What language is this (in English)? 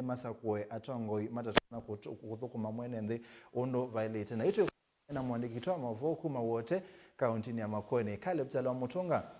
Kamba